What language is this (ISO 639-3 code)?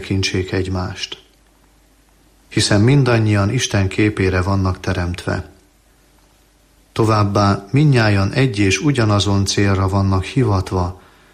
hun